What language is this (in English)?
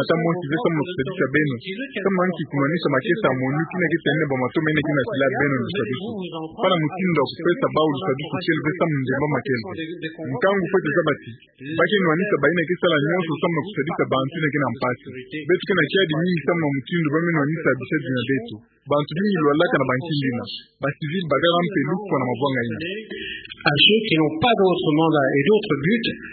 Kituba (Democratic Republic of Congo)